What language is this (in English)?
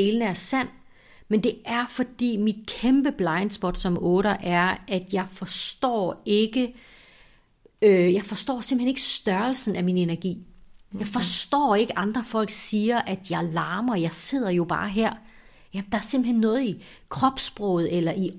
Danish